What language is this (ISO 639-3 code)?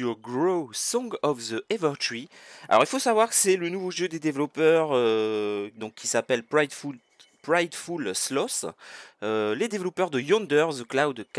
fra